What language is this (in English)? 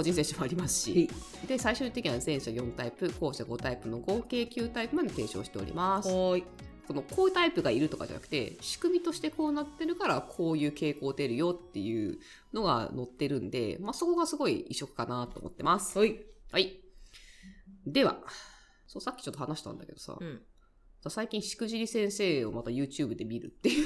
Japanese